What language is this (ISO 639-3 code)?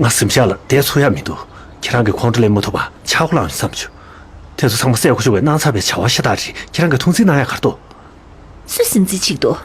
bod